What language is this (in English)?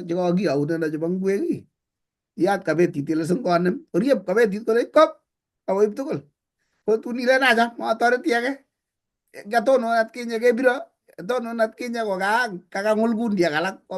Kalenjin